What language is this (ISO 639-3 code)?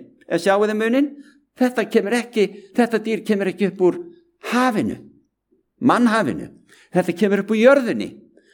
isl